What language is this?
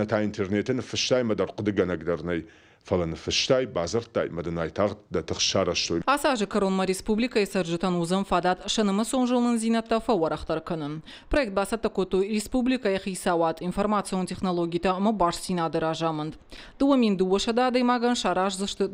Ossetic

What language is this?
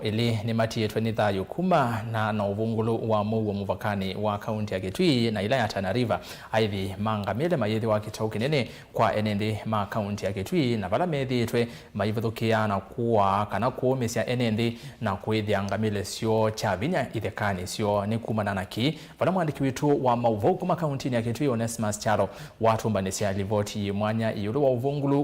Kamba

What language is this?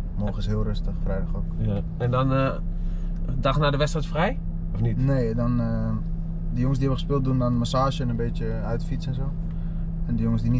Dutch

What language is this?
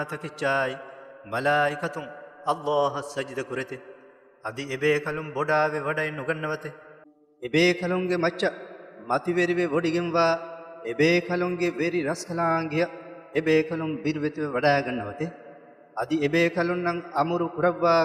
Divehi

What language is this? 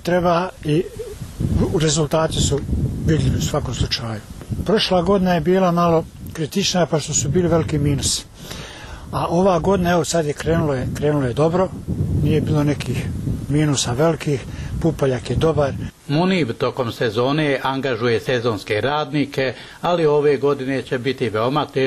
Bosnian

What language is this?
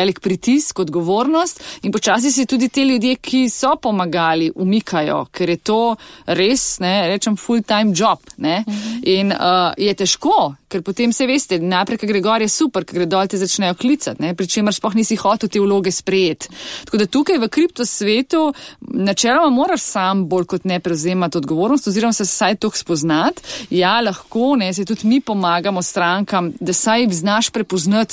Slovenian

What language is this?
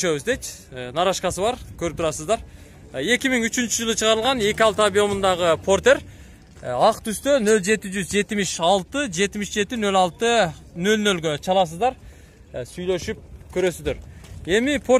Kyrgyz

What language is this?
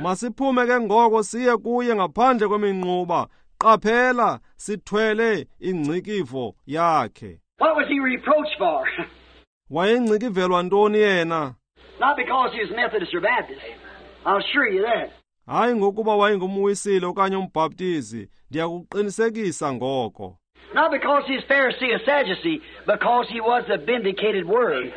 Xhosa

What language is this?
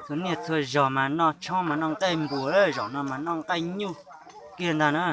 Hmong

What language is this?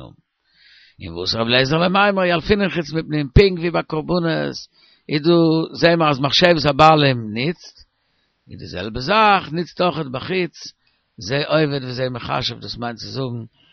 Yiddish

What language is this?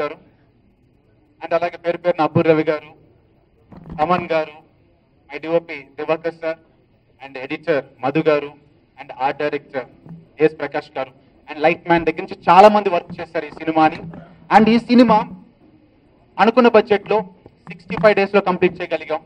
Telugu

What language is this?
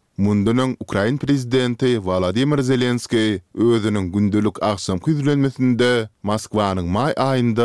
Turkmen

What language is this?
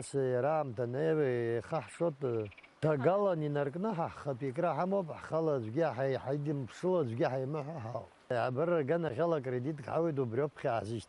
Abkhazian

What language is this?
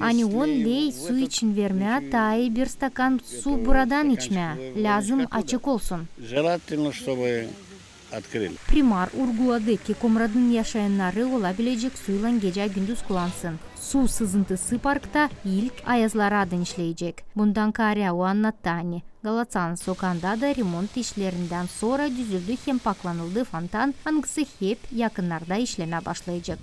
Gagauz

